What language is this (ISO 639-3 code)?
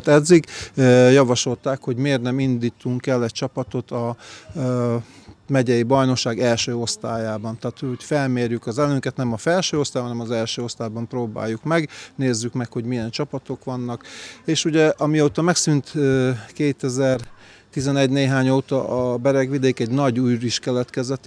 hun